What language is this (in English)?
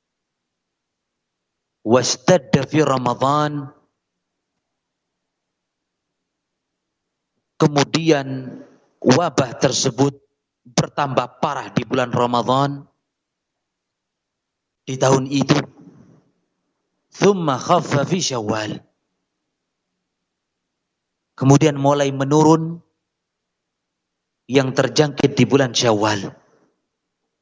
Indonesian